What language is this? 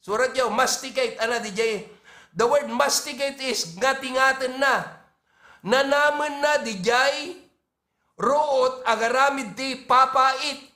Iloko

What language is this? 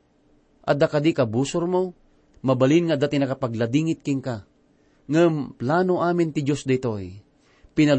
Iloko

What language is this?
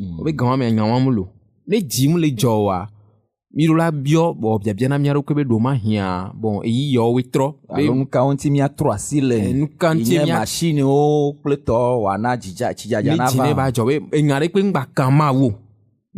Ewe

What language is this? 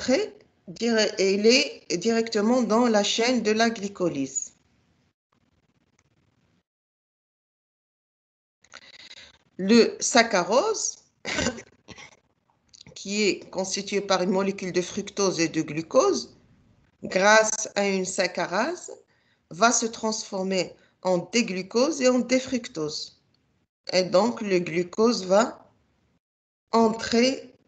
French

